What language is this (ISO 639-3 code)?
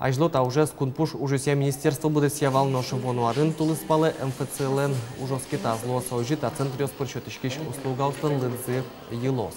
udm